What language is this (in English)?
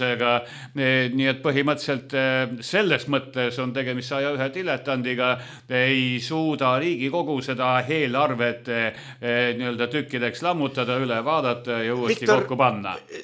Estonian